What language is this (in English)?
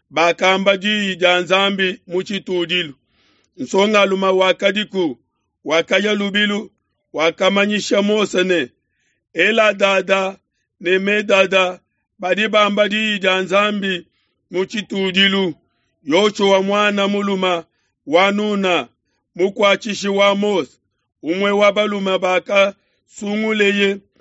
Luba-Lulua